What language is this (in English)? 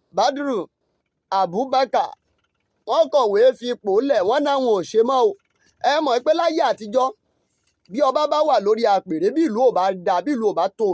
Yoruba